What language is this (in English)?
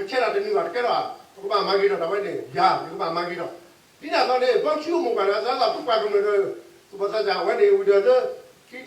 S'gaw Karen